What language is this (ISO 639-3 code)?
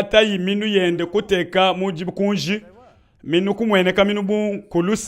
lua